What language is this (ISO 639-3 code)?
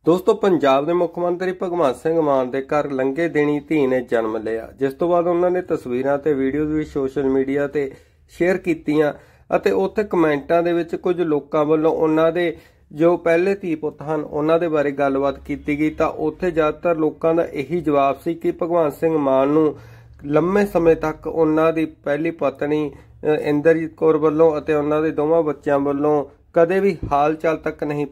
pan